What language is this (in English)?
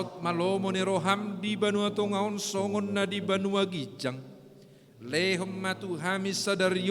Batak Toba